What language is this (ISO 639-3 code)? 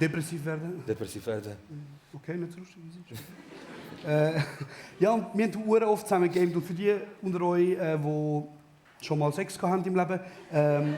gsw